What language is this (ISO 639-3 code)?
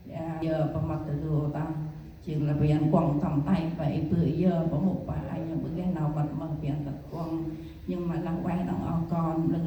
cmo